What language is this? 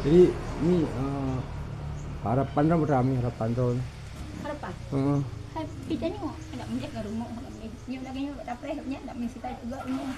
Achinese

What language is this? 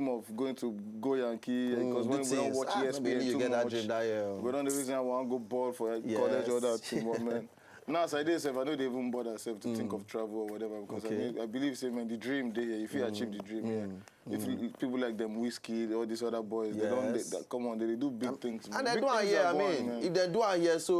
Nigerian Pidgin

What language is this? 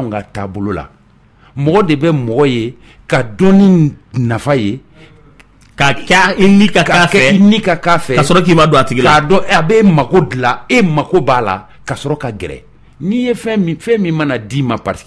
Bambara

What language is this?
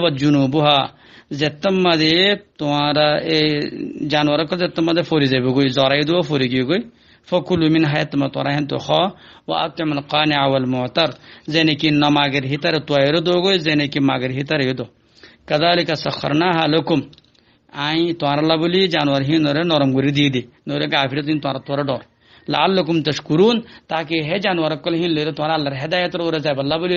Rohingya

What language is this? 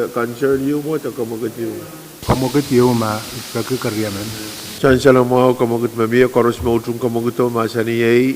Pohnpeian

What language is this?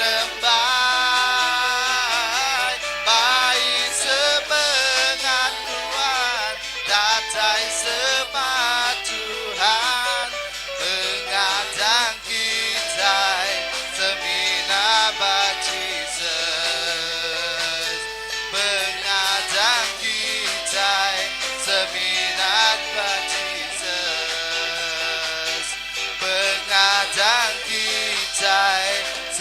Iban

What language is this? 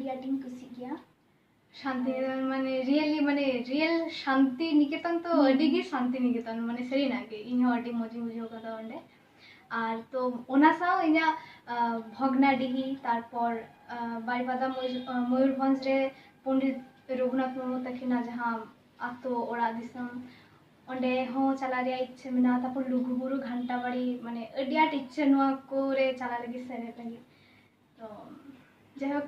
Santali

